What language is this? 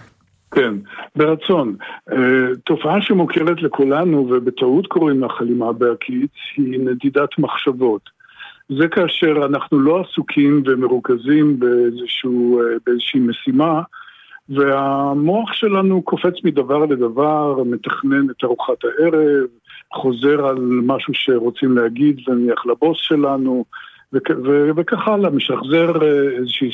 Hebrew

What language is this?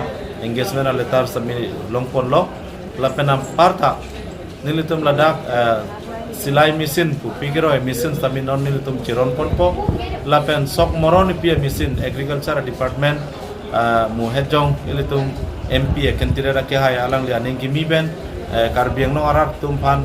Karbi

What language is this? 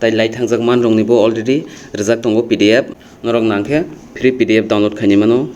Kok Borok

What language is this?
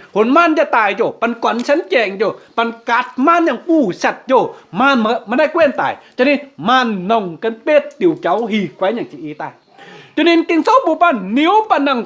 Kim Mun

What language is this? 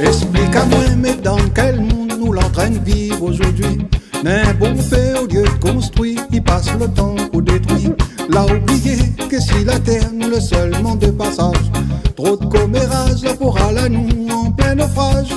Réunion Creole French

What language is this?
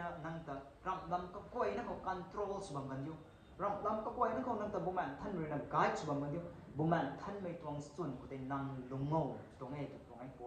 Rongmei Naga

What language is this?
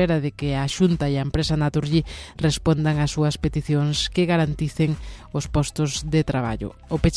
Galician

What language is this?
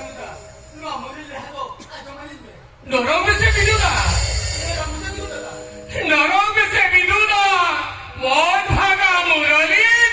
Santali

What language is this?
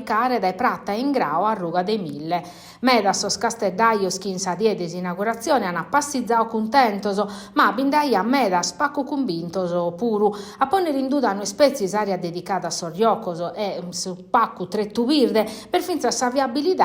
Sardinian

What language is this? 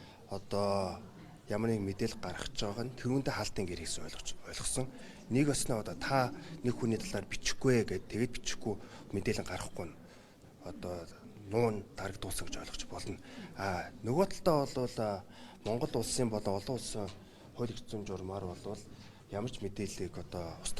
Mongolian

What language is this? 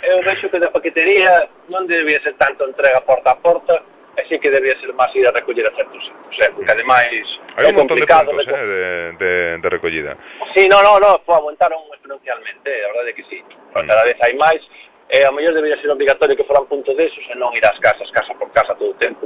Galician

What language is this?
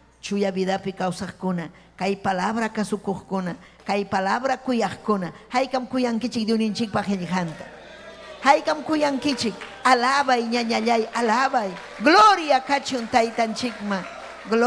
Ayacucho Quechua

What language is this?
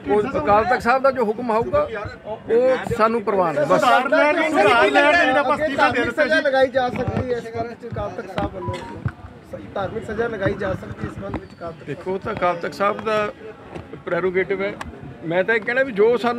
Punjabi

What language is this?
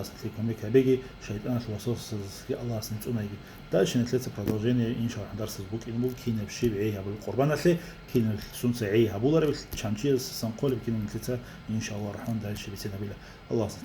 Avaric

